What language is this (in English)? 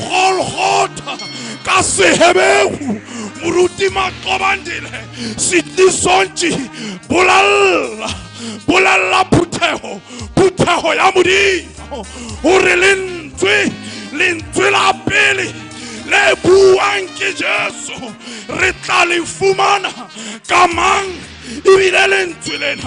Southern Sotho